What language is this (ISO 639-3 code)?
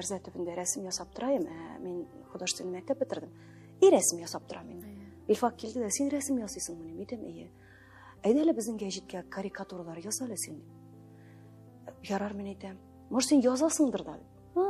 tat